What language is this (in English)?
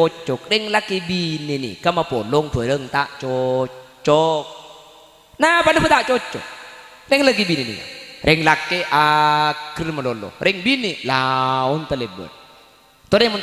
Madurese